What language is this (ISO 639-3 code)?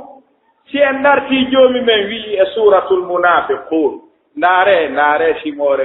ful